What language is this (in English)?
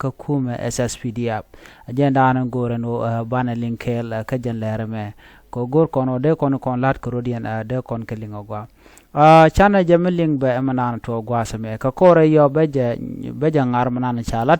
Nuer